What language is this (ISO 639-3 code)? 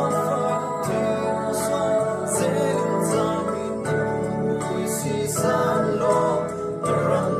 cfm